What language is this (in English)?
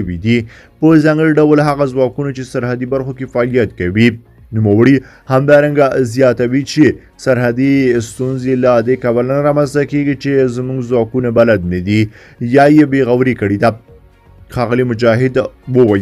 Pashto